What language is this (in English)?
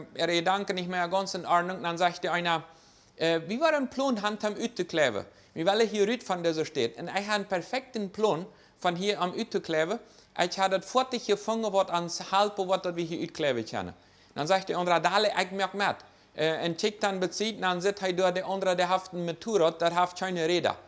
Plautdietsch